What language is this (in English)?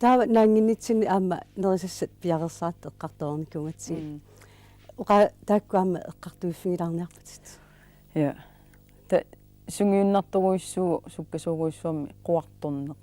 Kalaallisut